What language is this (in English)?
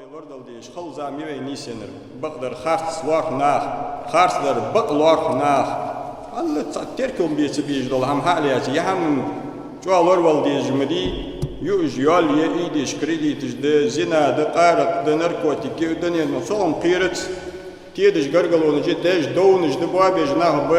Ingush